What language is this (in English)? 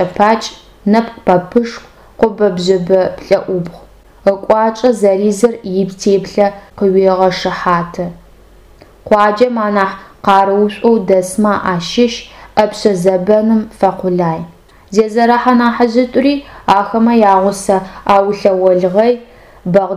Adyghe